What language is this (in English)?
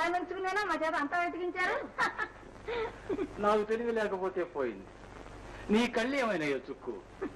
Telugu